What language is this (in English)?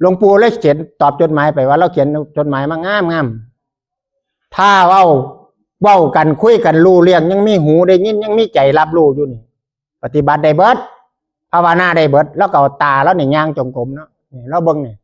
Northeastern Thai